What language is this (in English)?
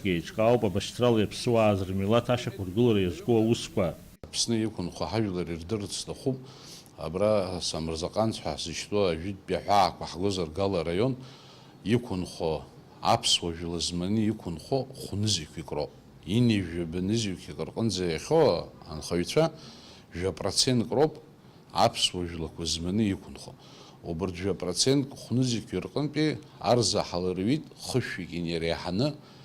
Abkhazian